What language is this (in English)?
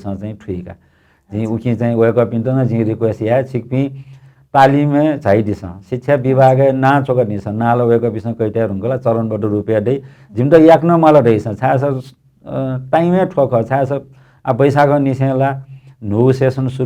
Newari